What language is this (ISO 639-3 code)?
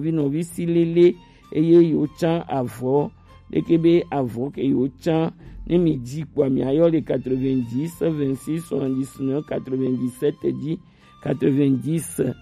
gej